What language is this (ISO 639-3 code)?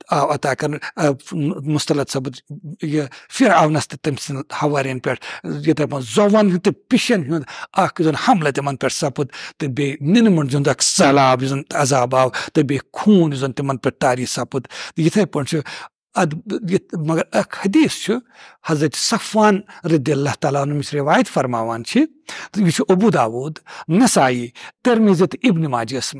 kas